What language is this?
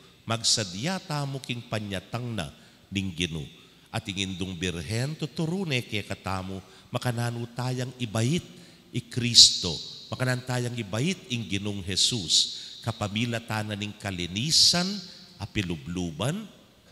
Pampanga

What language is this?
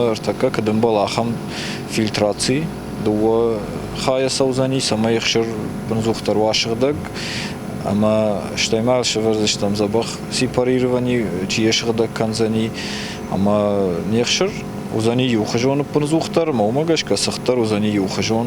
Ossetic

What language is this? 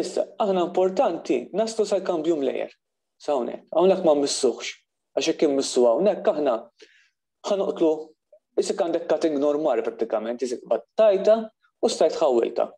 Maltese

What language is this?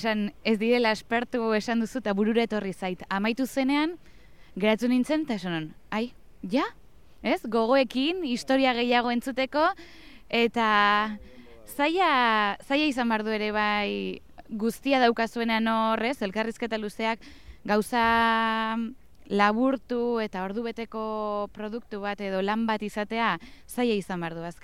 Basque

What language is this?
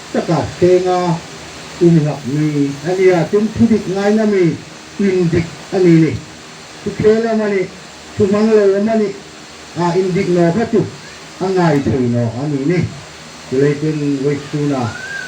Hmar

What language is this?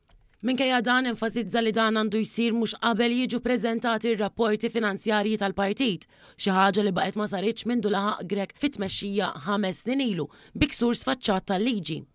Maltese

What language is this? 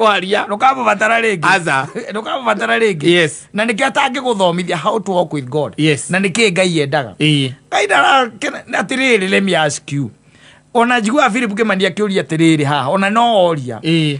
Kikuyu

